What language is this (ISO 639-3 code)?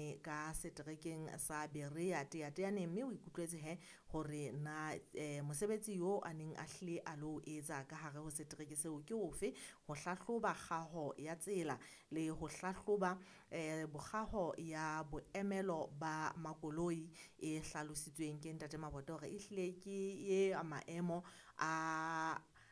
sot